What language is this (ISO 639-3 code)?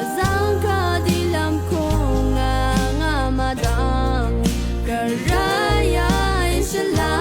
raw